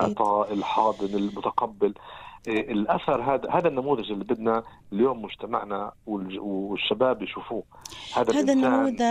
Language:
North Levantine Arabic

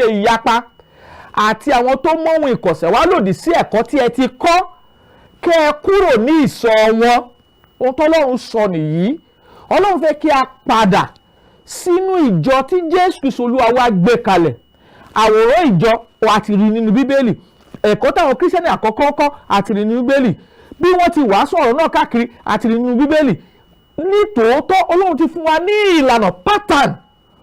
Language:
Yoruba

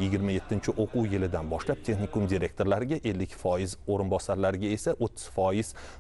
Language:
Uzbek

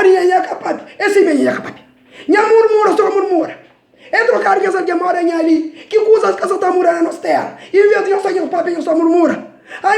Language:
Kabuverdianu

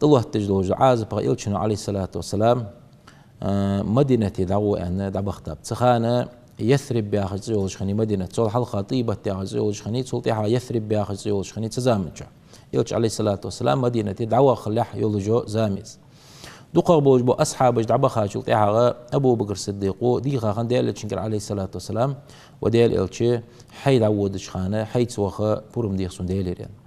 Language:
Ingush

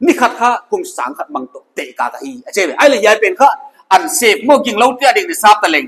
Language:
Paite Chin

